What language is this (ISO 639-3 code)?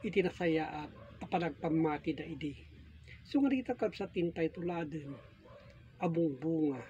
ilo